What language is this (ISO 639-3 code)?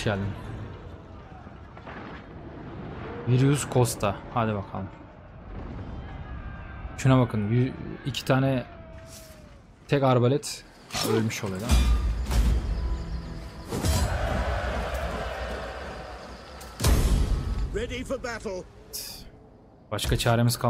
tur